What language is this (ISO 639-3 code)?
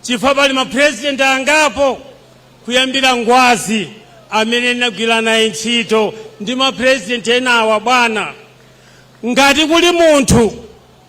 nya